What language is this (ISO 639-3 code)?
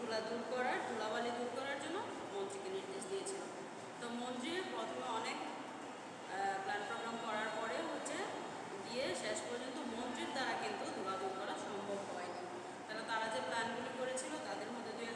ben